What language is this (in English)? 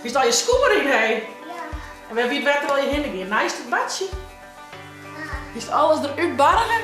Western Frisian